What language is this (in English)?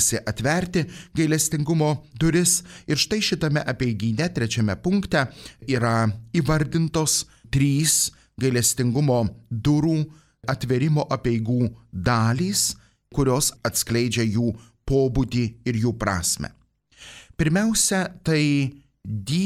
Lithuanian